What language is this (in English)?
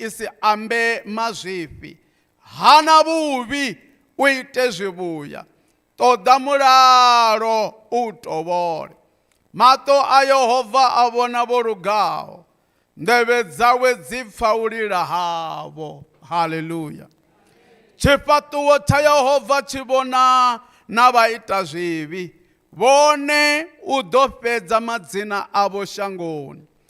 Venda